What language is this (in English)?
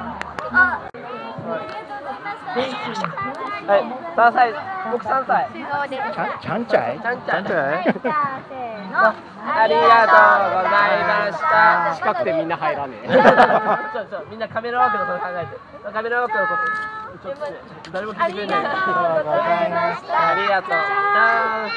Japanese